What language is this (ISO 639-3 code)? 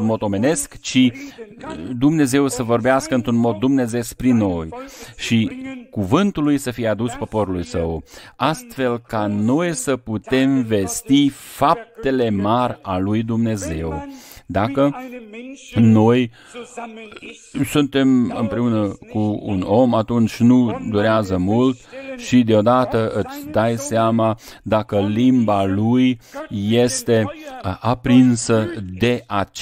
ron